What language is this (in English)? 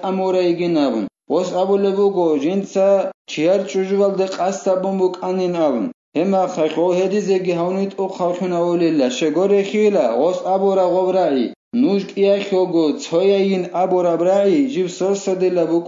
Avaric